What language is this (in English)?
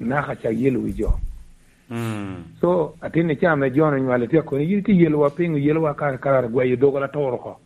Lango (Uganda)